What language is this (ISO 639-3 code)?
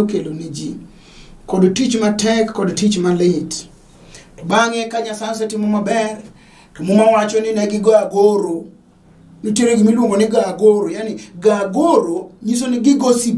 luo